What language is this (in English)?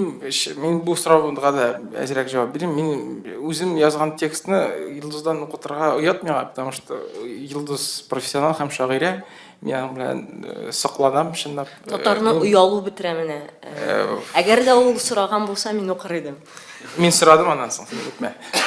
Tatar